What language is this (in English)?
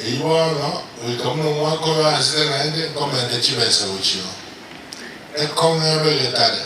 Gusii